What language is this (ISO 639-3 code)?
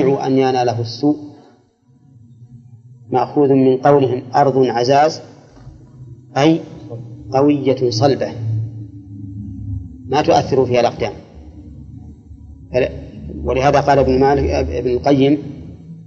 ara